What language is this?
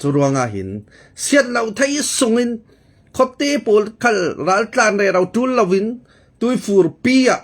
Falam Chin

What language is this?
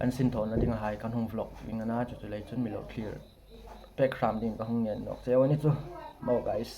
Hmar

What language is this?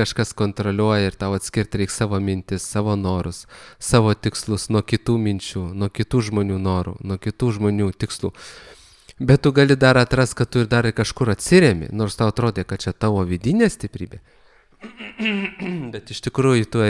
Lithuanian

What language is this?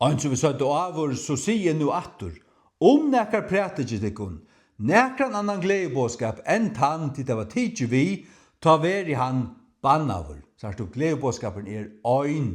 Faroese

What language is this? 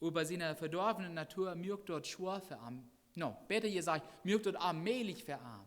Plautdietsch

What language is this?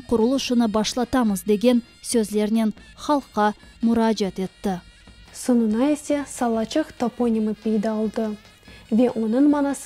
Crimean Tatar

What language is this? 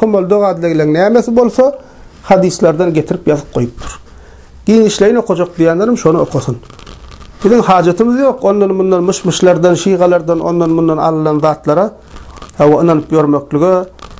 Turkmen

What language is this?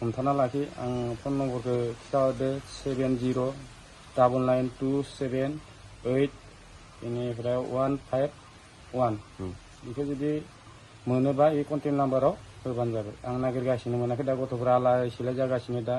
Bodo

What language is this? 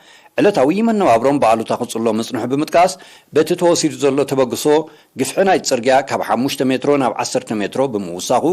Tigrinya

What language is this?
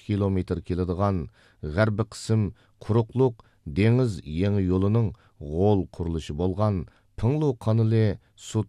Uyghur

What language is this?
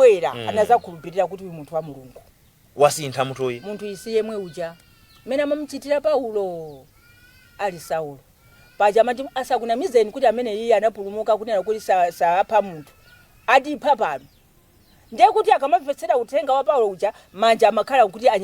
Nyanja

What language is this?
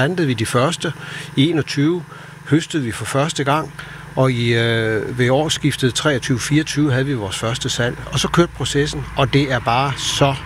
Danish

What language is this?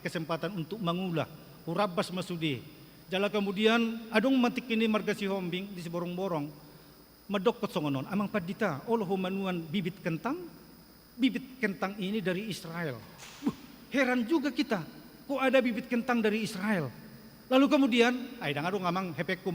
Batak Toba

